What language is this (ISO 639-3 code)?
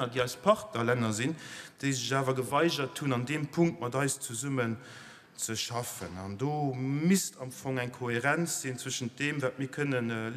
ltz